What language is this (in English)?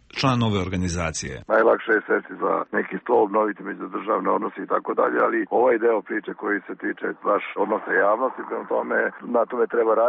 Serbian